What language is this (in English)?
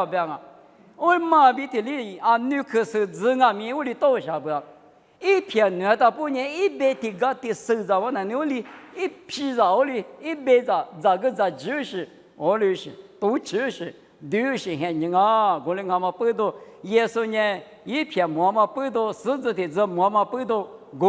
Lisu